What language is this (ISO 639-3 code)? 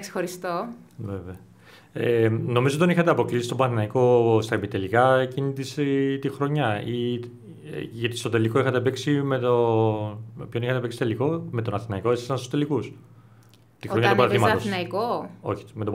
ell